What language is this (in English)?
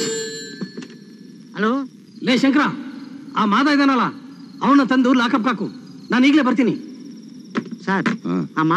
Kannada